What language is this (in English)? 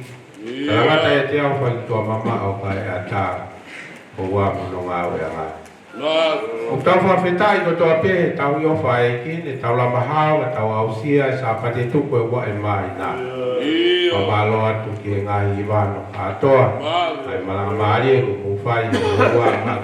Tongan